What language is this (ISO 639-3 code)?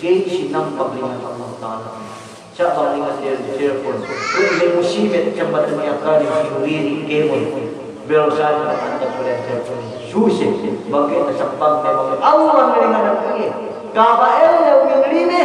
yka